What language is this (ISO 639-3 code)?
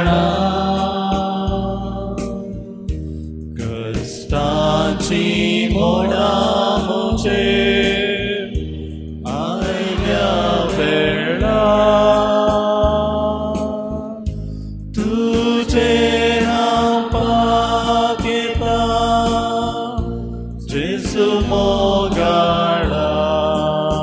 kok